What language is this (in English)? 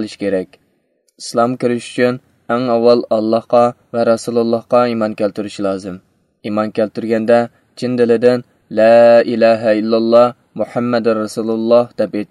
Uyghur